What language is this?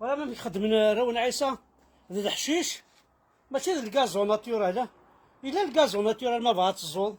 Kabyle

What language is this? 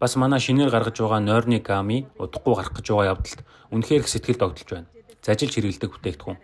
Mongolian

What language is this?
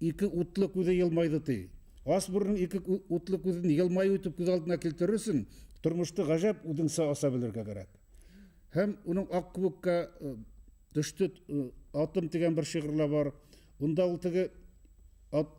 Bashkir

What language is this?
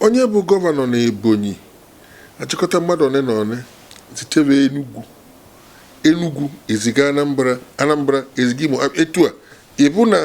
Igbo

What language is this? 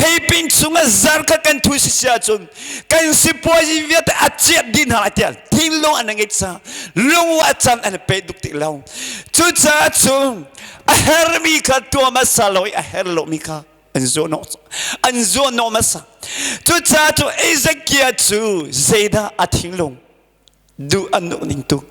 Hakha Chin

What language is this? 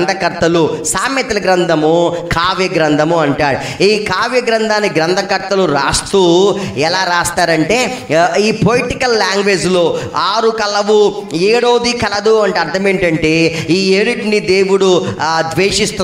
Telugu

